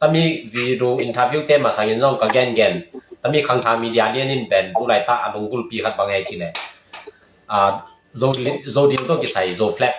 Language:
Tedim Chin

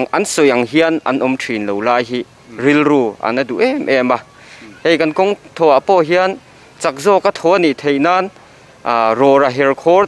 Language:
Mizo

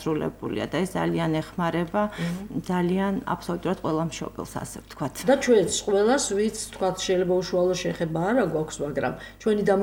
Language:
Georgian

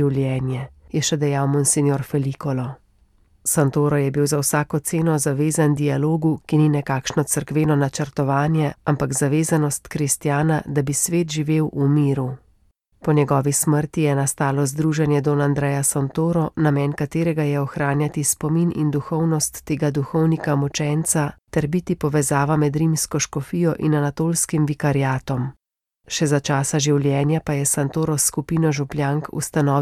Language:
Slovenian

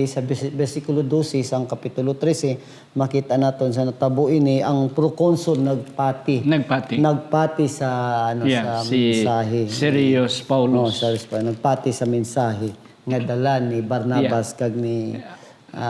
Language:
Hiligaynon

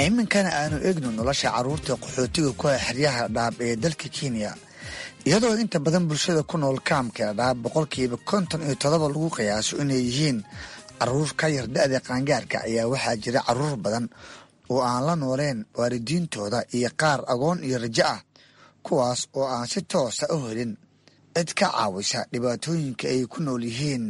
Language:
Somali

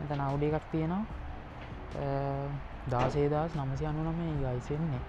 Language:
Sinhala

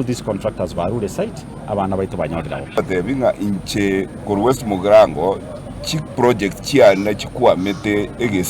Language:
Gusii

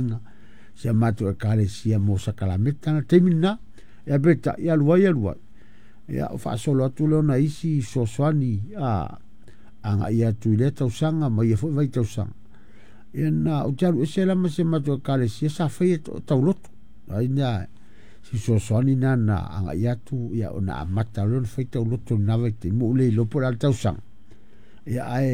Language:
Samoan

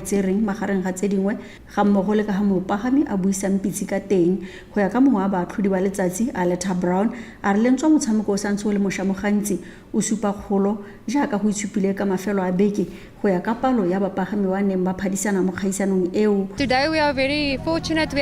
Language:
Tswana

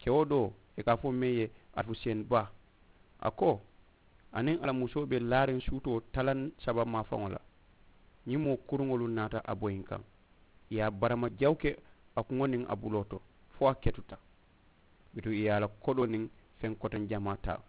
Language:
Mandingo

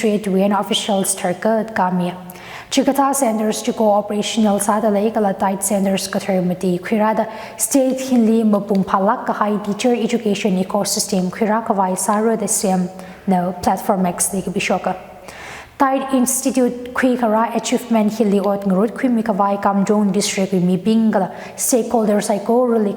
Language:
Tangkhul Naga (India)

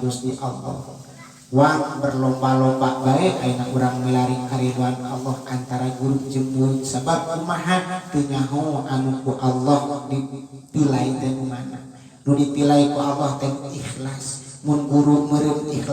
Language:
Sundanese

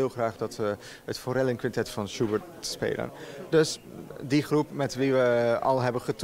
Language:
Dutch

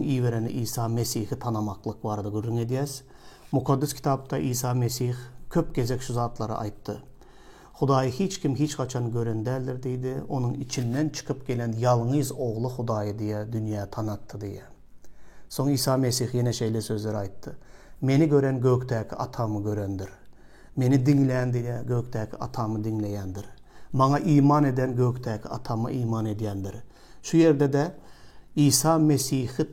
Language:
Turkmen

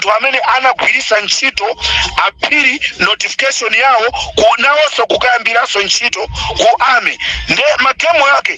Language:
Nyanja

